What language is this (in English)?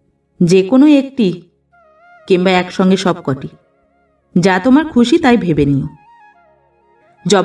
Bangla